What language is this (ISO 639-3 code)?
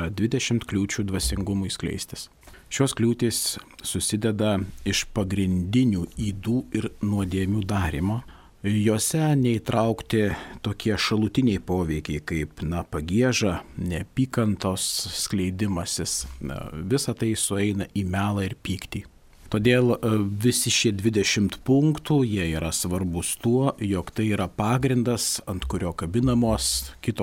lit